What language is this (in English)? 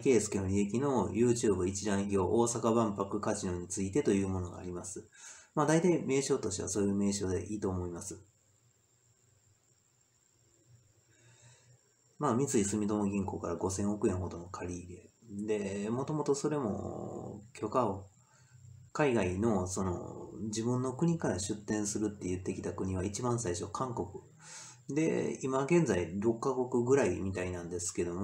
Japanese